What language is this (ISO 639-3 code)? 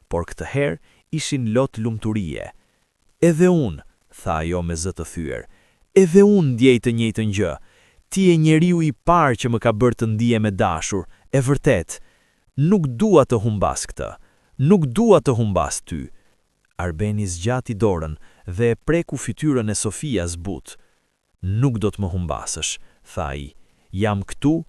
sqi